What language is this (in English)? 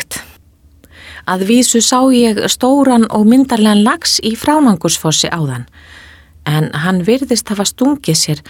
Icelandic